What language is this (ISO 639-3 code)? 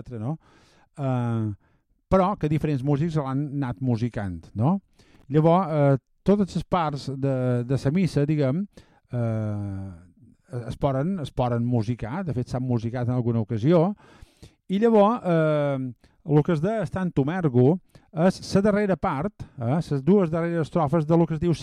cat